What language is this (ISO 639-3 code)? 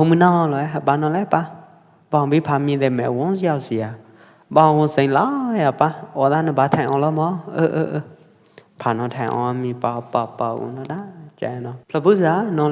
kjp